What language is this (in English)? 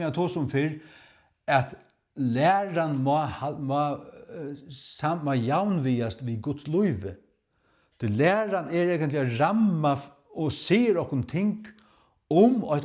Faroese